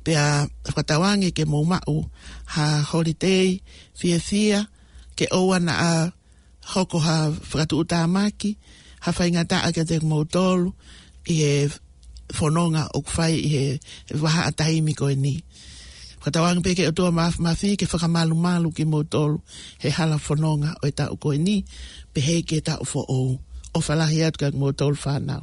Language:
Tongan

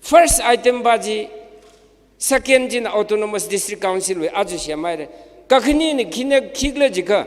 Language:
Tangkhul Naga (India)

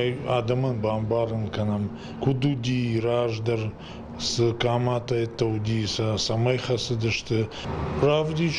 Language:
Ossetic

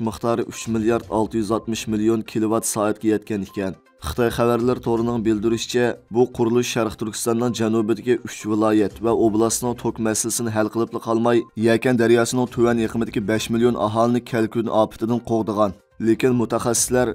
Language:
Uyghur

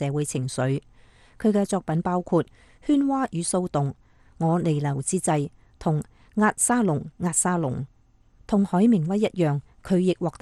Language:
Cantonese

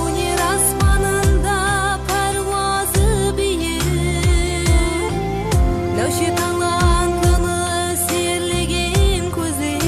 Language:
Kara-Kalpak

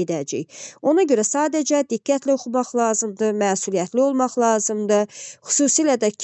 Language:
Azerbaijani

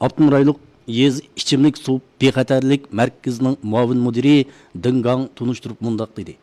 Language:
Uyghur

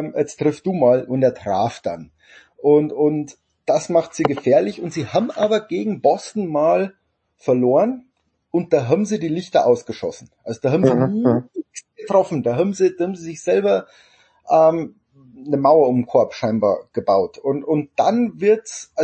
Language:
German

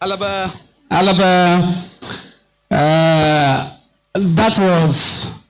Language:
Ewe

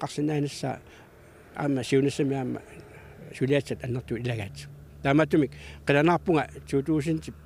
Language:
Kalaallisut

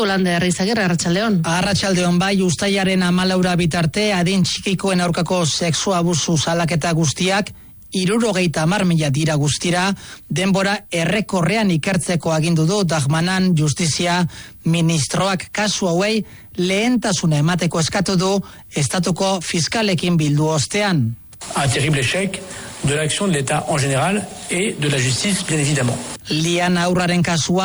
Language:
Basque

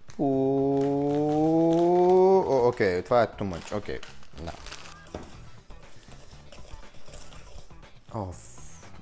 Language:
Bulgarian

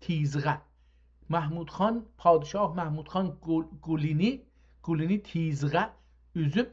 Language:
South Azerbaijani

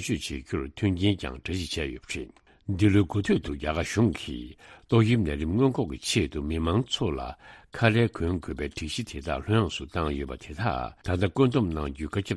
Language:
Tibetan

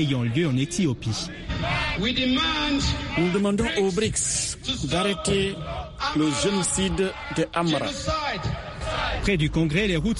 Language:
French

